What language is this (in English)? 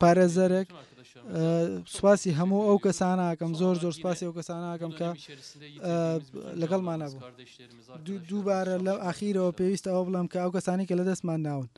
Central Kurdish